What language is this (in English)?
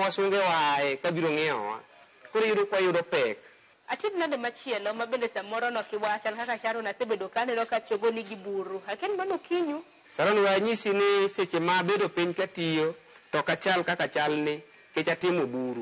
Luo (Kenya and Tanzania)